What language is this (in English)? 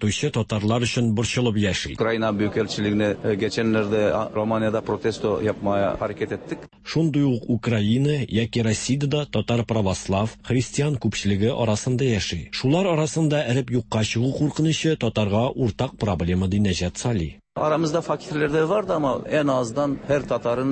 Tatar